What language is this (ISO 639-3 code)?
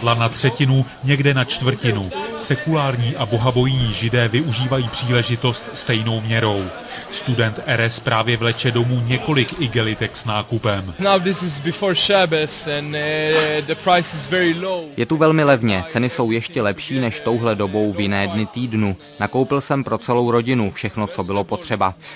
ces